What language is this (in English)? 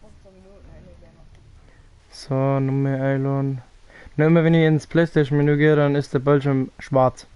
Bavarian